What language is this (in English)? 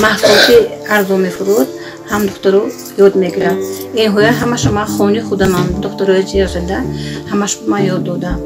Tajik